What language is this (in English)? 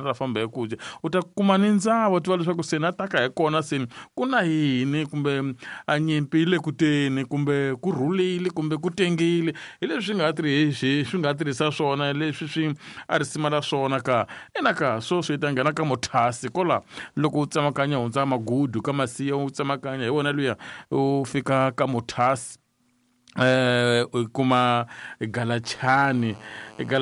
Tsonga